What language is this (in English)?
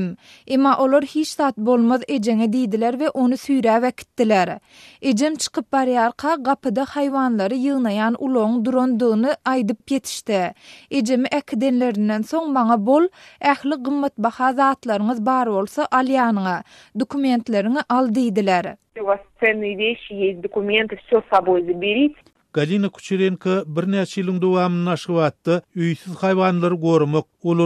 Turkmen